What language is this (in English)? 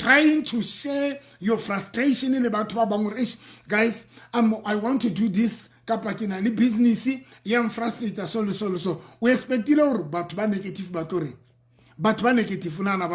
Southern Sotho